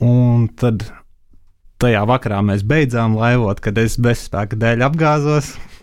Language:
Latvian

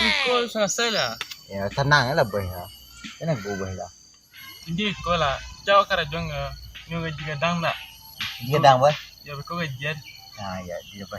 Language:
Minangkabau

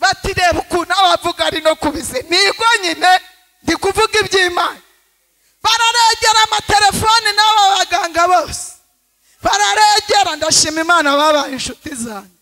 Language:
Kinyarwanda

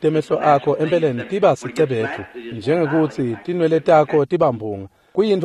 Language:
Swati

